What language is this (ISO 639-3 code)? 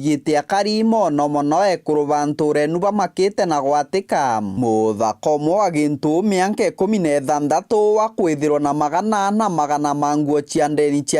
mer